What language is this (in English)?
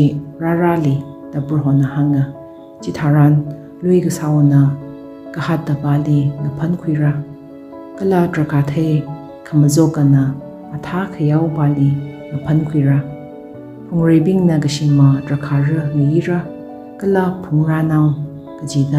Tangkhul Naga (India)